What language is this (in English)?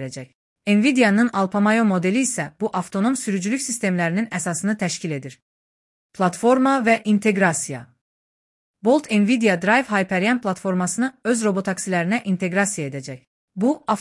Azerbaijani